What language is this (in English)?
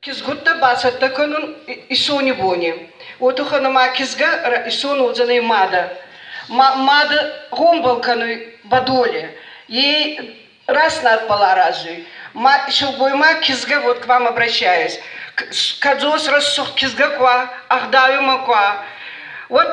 Ossetic